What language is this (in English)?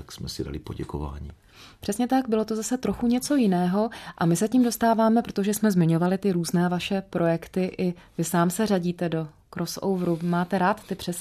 Czech